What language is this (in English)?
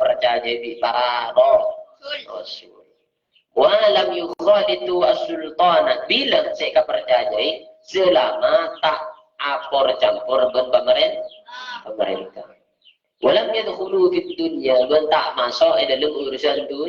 Madurese